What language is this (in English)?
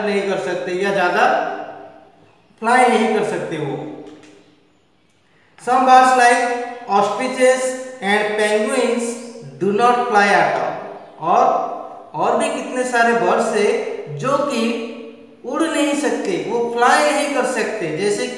Hindi